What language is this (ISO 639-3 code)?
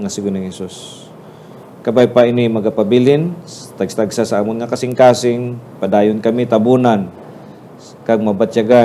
hil